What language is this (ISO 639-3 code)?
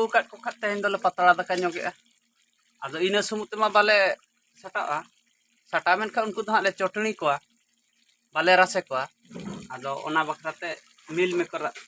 sat